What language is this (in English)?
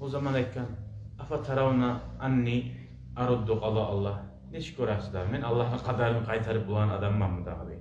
Kumyk